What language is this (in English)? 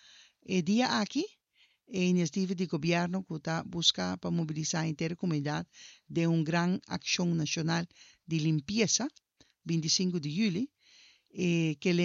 Papiamento